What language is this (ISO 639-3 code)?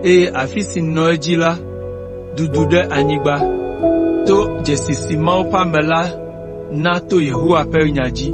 ewe